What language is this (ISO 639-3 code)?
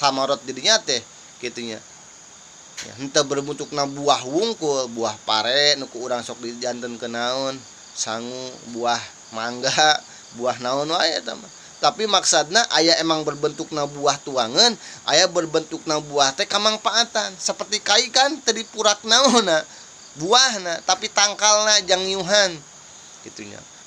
sun